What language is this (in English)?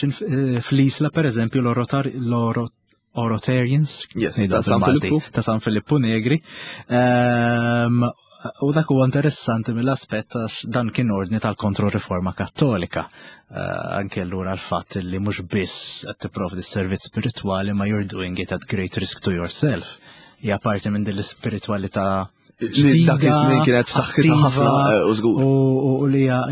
Maltese